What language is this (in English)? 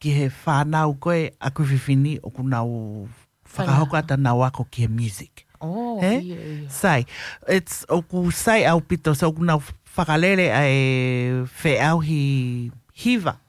Tongan